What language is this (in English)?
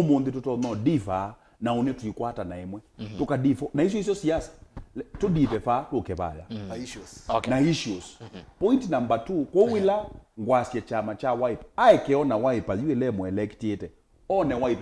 Kamba